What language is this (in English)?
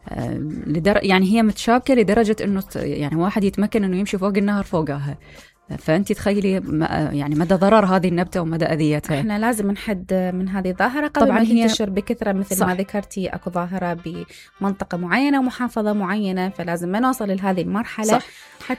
Mesopotamian Arabic